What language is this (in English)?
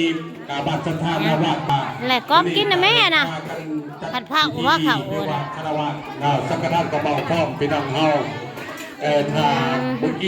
Northeastern Thai